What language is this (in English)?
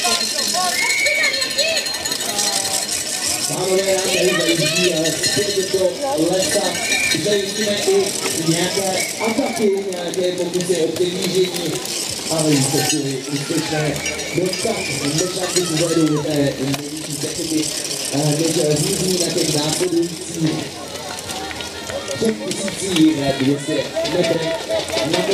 Czech